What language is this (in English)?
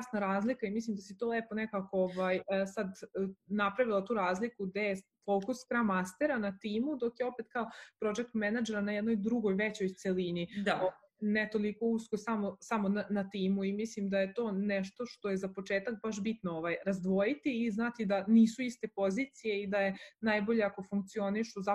Serbian